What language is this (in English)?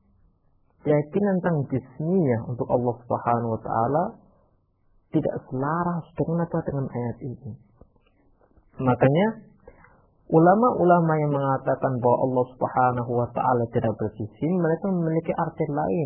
Indonesian